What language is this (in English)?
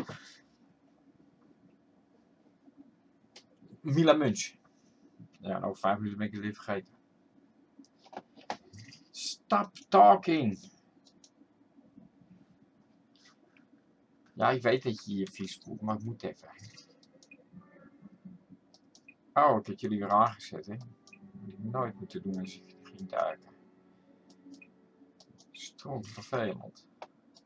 Dutch